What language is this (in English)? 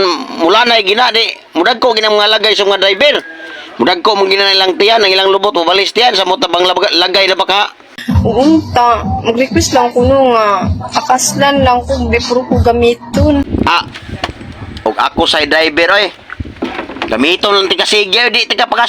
Cebuano